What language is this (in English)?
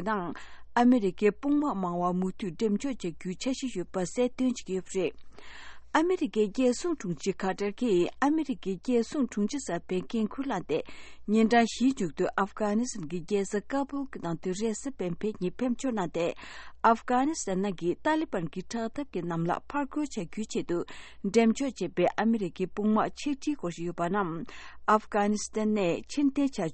Tibetan